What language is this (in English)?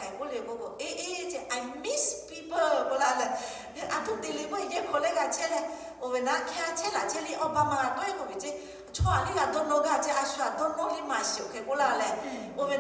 Lahu